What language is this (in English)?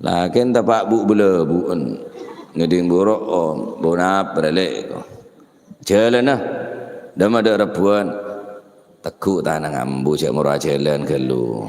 Madurese